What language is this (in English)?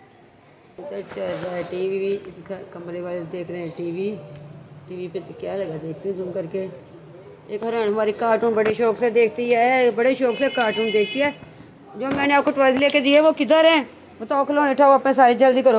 Hindi